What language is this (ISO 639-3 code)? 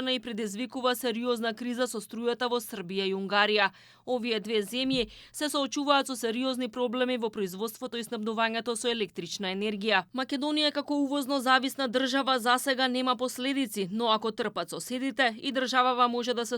mkd